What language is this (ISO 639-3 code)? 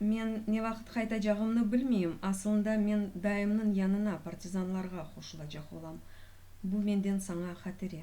crh